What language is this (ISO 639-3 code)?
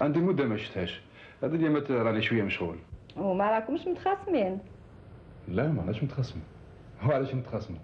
arq